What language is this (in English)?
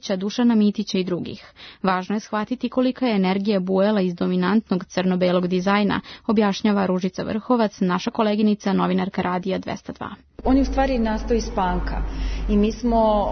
Serbian